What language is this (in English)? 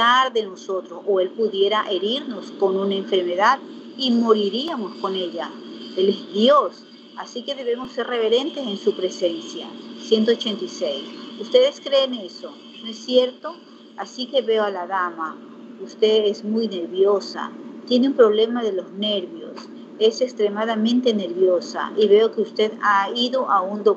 Spanish